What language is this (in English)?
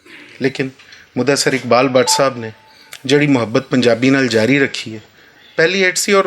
Western Panjabi